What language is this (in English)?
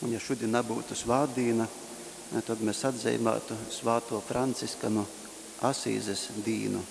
Latgalian